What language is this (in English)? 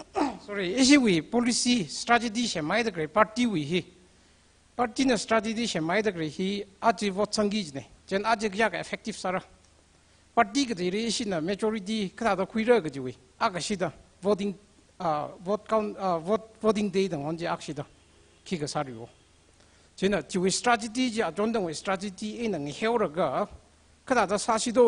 Tangkhul Naga (India)